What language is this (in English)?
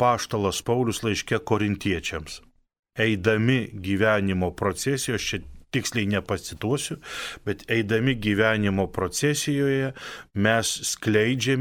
Lithuanian